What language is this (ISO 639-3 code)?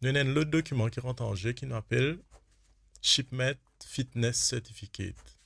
mfe